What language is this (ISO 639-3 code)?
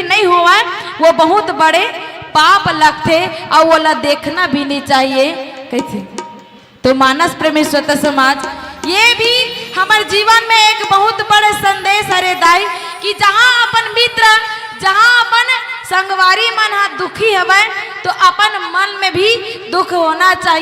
hne